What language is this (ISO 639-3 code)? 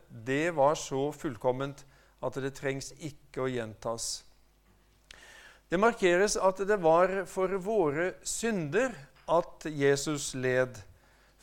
nor